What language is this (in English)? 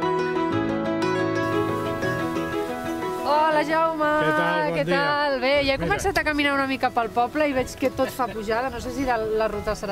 Catalan